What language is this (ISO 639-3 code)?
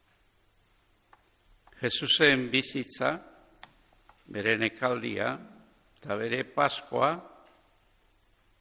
eus